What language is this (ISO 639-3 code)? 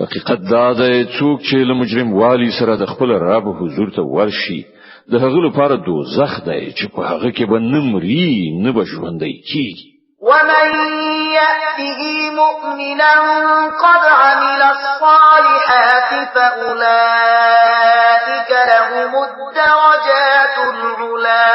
pus